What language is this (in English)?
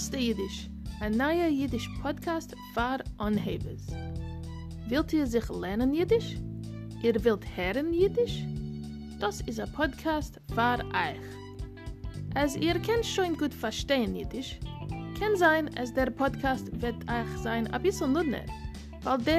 Yiddish